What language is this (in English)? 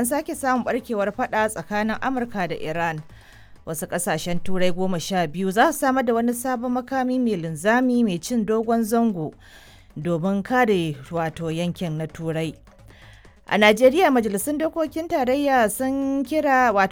Hausa